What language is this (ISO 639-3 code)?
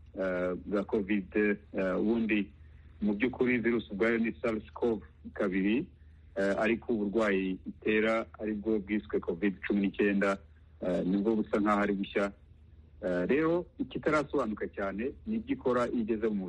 kin